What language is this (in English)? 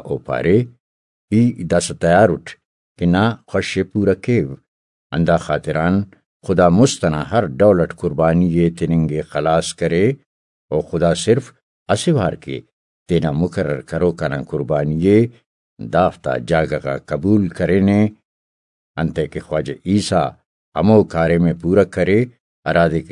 Brahui